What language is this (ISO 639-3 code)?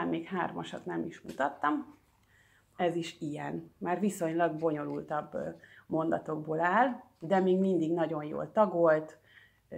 hun